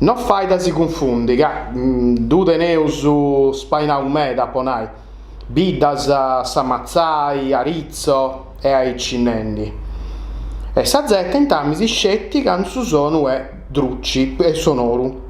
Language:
Sardinian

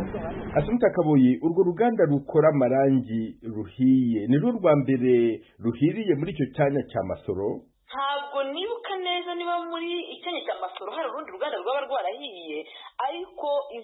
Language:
Kinyarwanda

